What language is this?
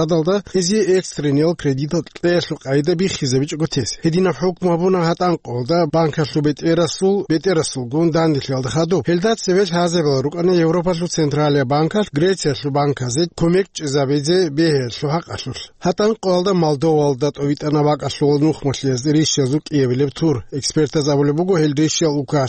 Avaric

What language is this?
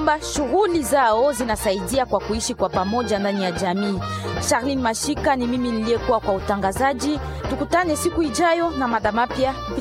Swahili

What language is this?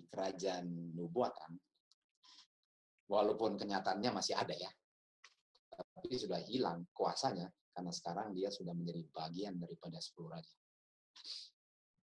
Indonesian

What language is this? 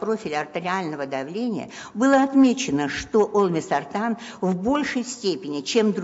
Russian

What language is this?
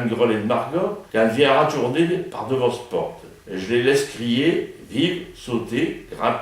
Picard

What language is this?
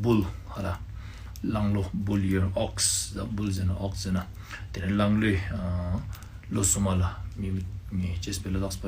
Ladakhi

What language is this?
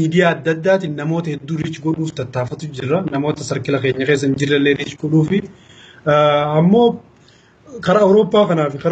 Oromo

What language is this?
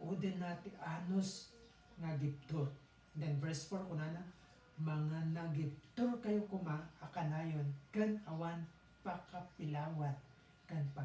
Iloko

